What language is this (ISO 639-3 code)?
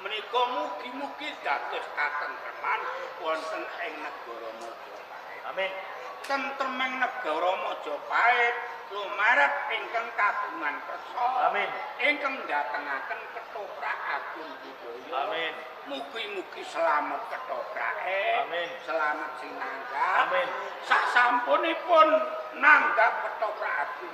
jav